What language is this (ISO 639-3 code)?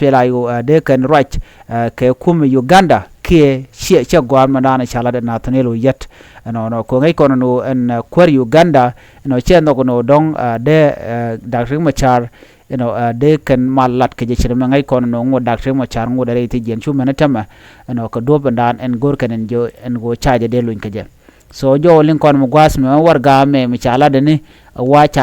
nus